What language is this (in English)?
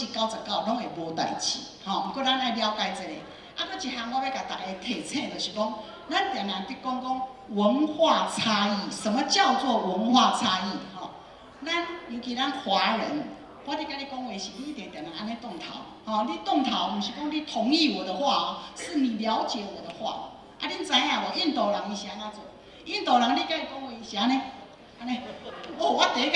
Min Nan Chinese